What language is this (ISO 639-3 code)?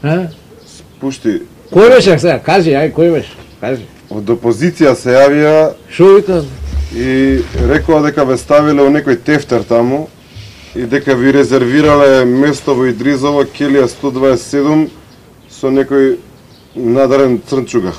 mkd